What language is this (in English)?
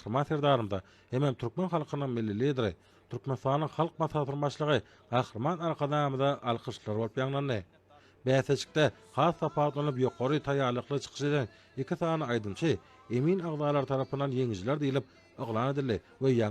Turkmen